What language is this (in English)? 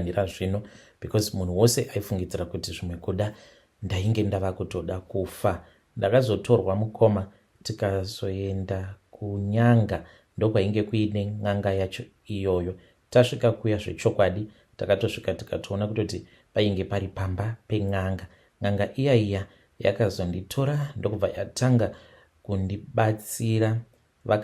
Shona